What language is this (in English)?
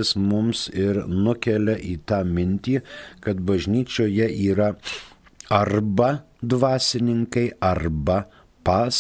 Lithuanian